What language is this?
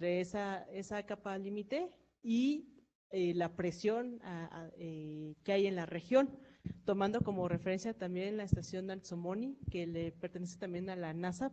Spanish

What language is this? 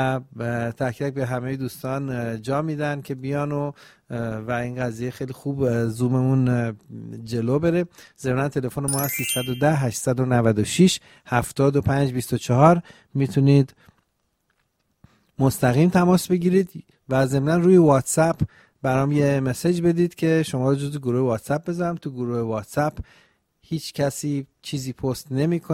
Persian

